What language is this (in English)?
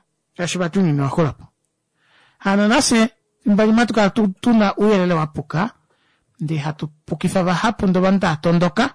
Kuanyama